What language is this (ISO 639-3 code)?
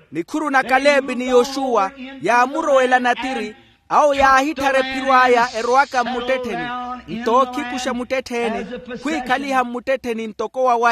vmw